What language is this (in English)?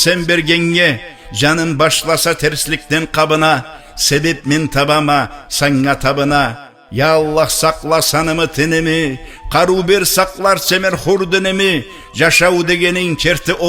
Karachay-Balkar